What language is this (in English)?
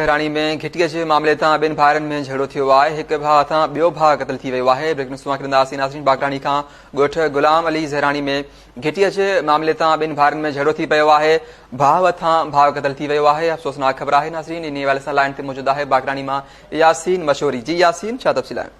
Sindhi